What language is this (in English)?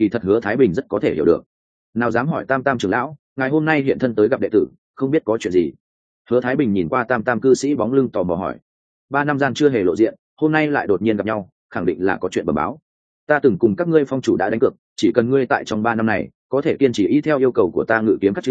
Vietnamese